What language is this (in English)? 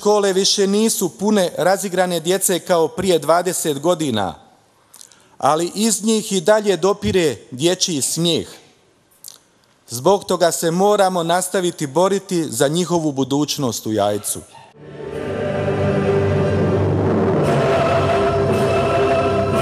Croatian